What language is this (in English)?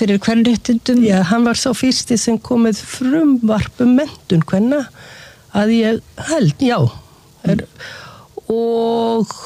Icelandic